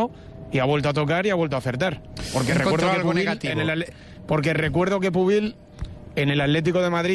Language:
Spanish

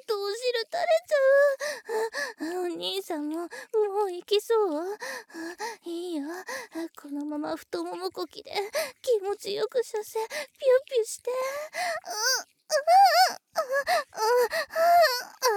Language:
Japanese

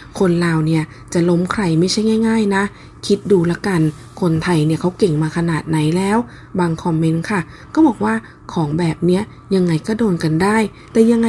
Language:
Thai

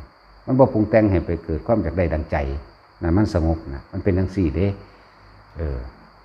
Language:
Northeastern Thai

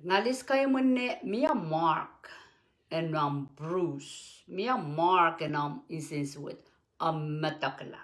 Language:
Pohnpeian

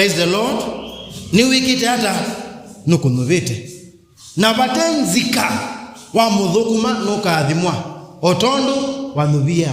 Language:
Kamba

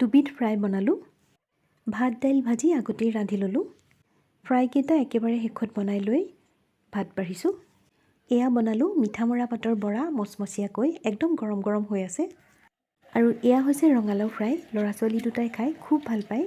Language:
Assamese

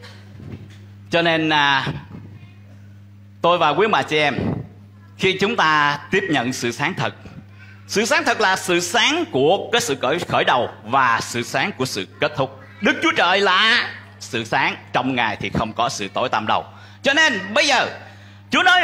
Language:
Vietnamese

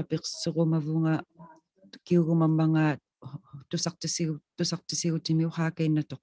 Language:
Inuktitut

